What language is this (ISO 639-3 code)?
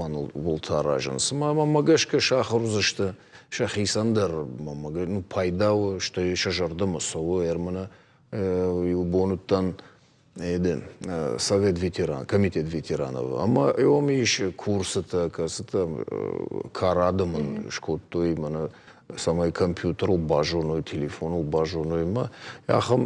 oss